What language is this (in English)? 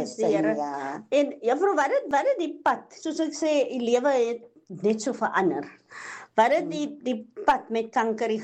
Afrikaans